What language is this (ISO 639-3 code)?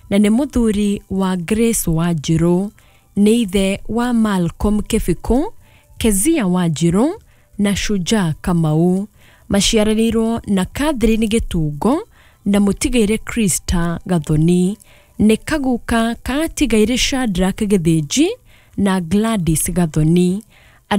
kik